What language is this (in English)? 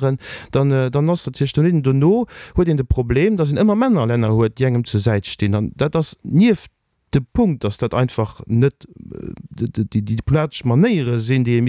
Luxembourgish